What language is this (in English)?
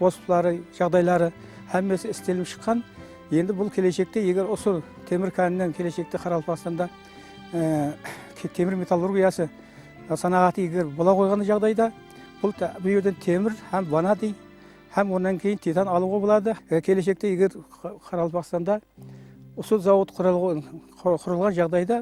Kara-Kalpak